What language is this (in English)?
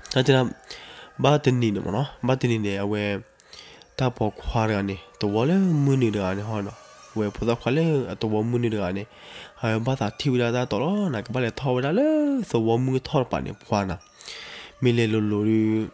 S'gaw Karen